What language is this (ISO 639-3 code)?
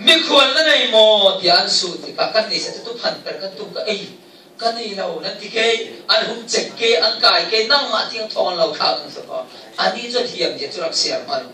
cfm